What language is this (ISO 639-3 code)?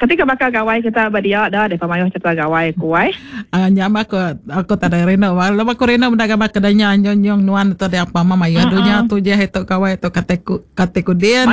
iba